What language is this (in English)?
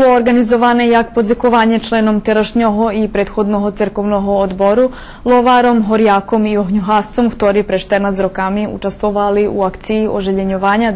Rusyn